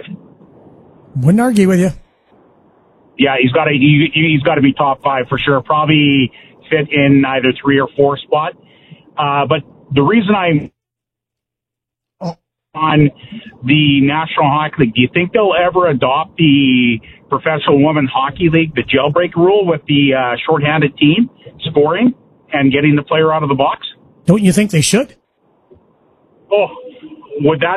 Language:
English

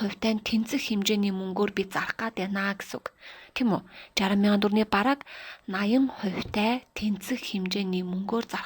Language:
Mongolian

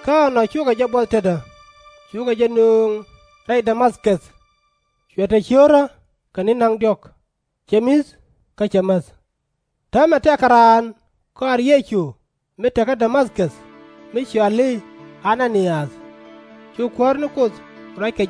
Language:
Nuer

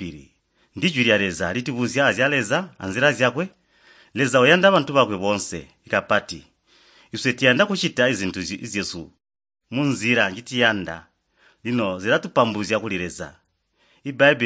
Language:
Tonga (Zambia)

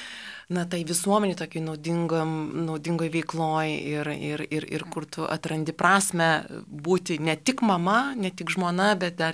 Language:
Lithuanian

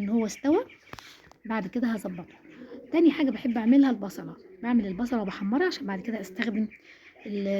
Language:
Egyptian Arabic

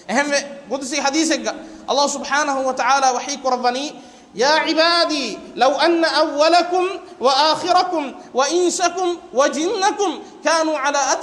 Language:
Divehi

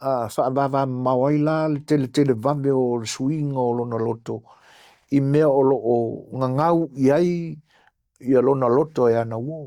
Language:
Samoan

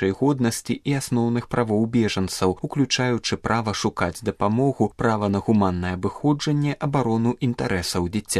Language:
Belarusian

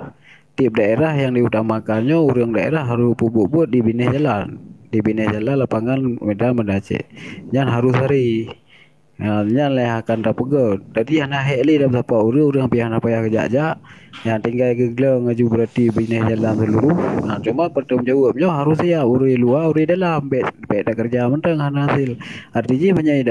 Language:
Achinese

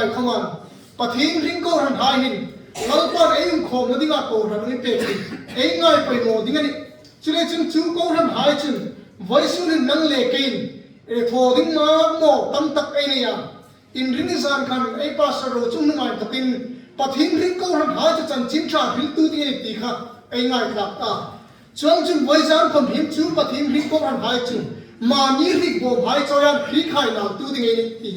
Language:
Hmar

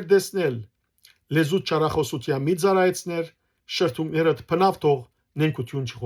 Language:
Western Armenian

